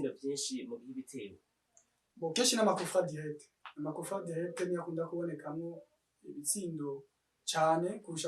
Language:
Rundi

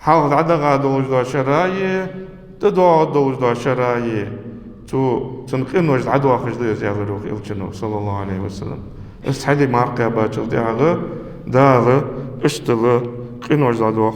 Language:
Ingush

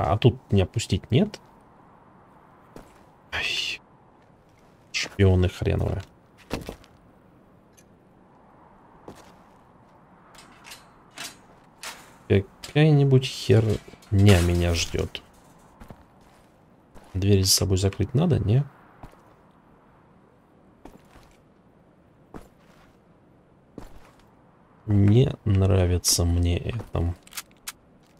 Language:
Russian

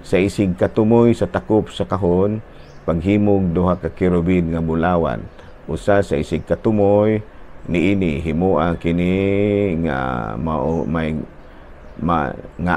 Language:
Cebuano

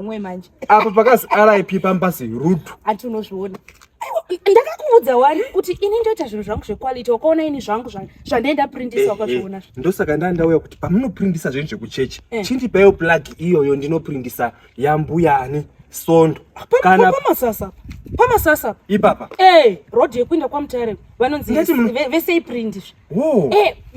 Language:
Shona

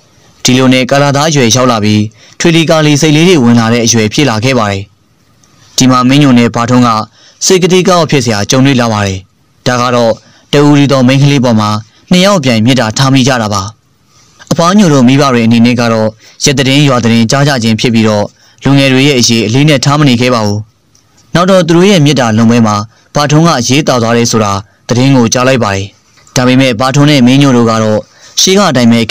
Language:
Burmese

